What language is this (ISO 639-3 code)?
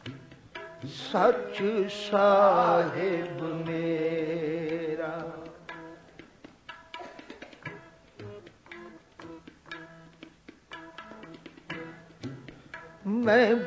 pan